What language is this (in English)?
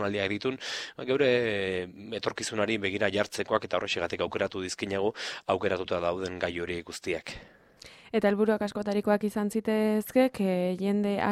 Basque